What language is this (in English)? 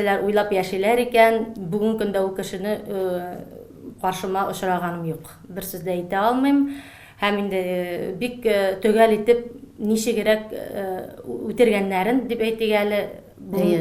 Tatar